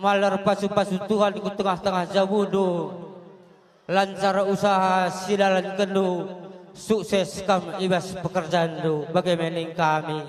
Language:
Batak Karo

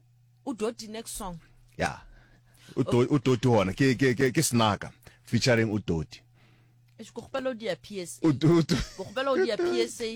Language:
Northern Sotho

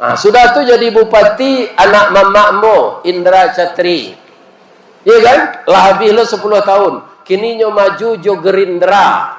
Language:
Minangkabau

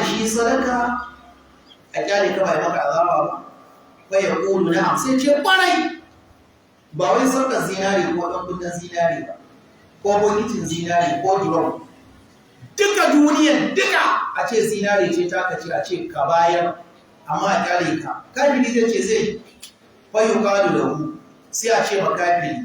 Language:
Hausa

